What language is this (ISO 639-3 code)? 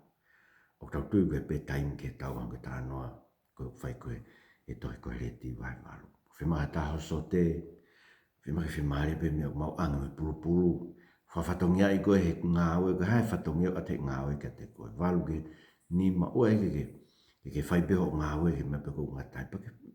ton